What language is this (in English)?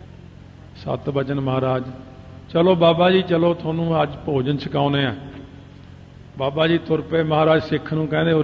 Punjabi